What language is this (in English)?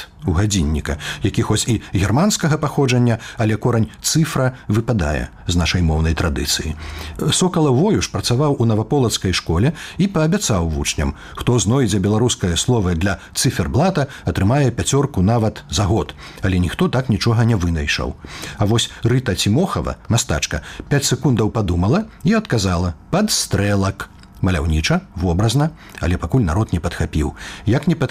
Belarusian